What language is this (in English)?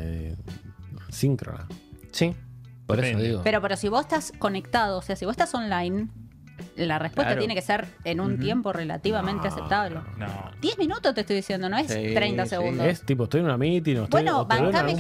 Spanish